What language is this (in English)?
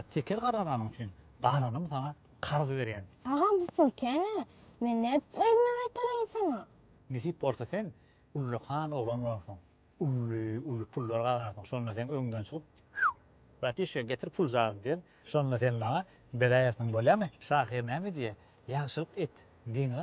Turkmen